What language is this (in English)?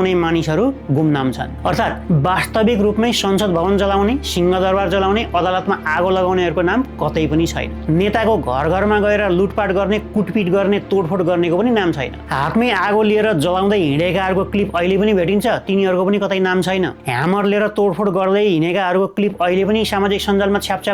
Nepali